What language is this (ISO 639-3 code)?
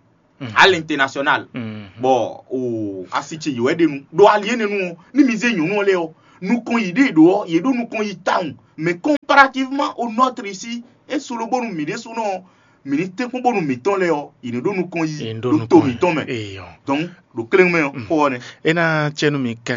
fon